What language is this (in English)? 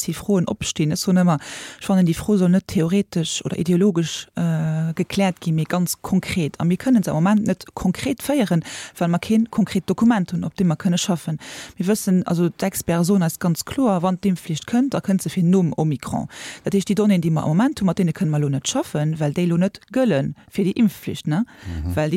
Luxembourgish